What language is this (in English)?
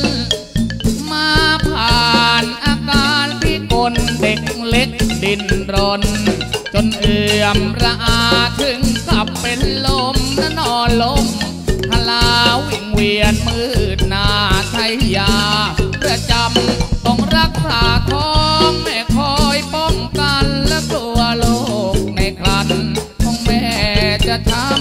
Thai